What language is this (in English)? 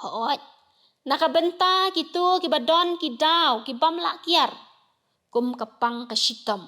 Khasi